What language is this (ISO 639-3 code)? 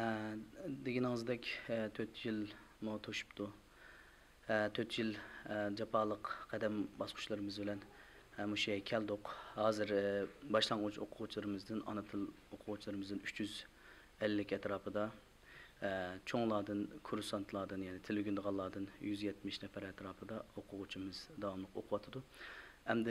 uig